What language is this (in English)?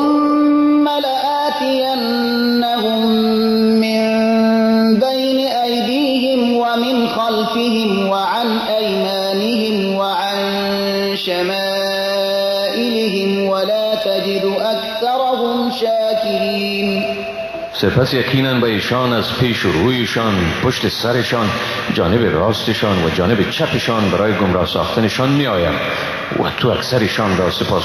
Persian